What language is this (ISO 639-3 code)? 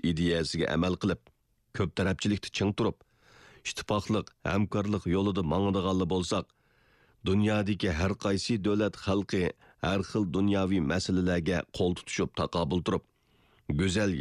uig